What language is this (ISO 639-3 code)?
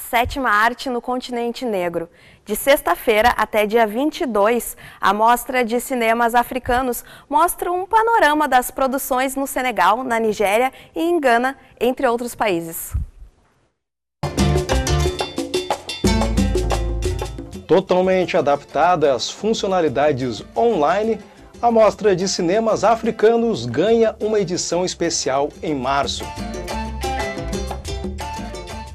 por